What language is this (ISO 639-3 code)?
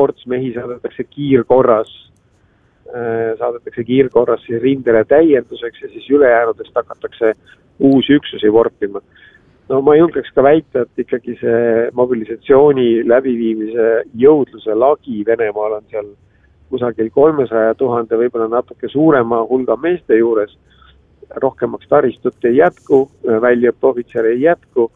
est